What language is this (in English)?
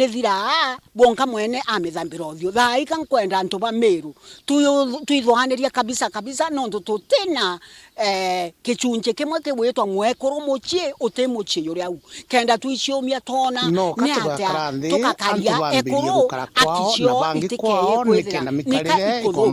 Meru